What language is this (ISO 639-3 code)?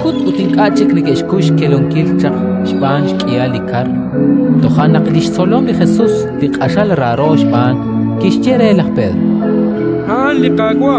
kek